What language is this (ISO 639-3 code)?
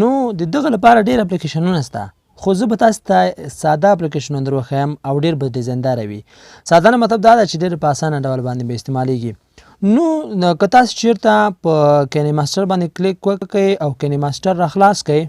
pus